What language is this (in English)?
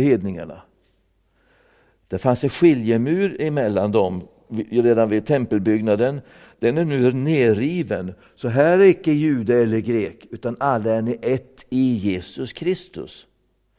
Swedish